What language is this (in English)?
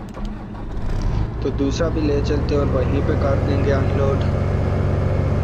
Hindi